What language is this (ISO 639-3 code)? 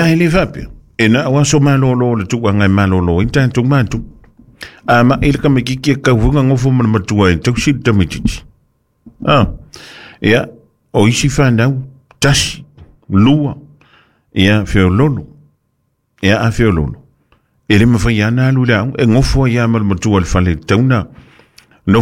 smo